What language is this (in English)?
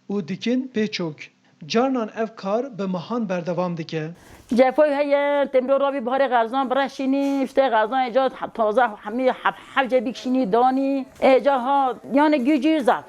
Kurdish